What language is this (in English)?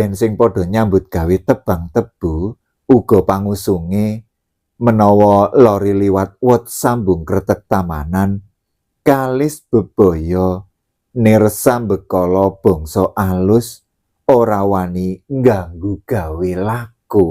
Javanese